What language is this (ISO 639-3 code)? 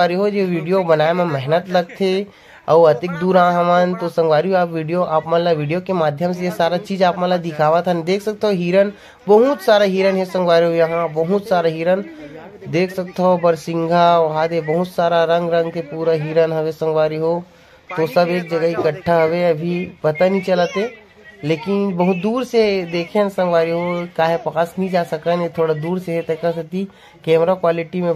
hne